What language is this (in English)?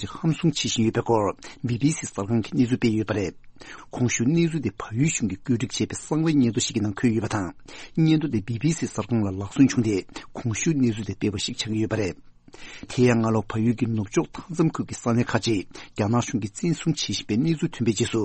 Tibetan